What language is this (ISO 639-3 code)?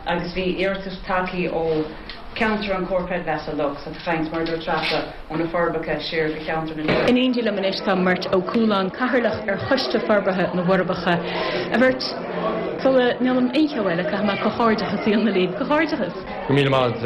gle